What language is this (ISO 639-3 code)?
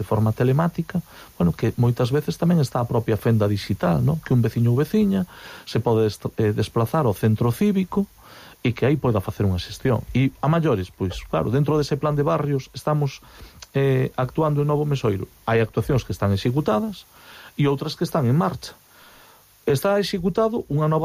glg